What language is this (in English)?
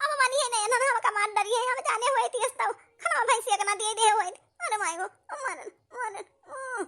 Awadhi